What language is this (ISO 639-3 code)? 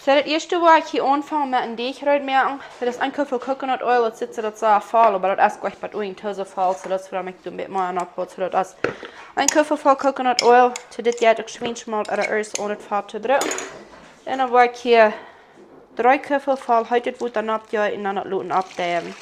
pdt